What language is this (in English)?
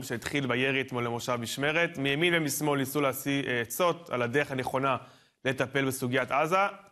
Hebrew